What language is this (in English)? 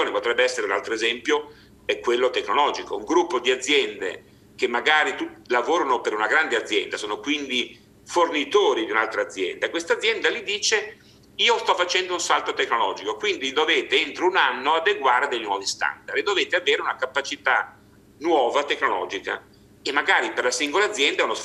Italian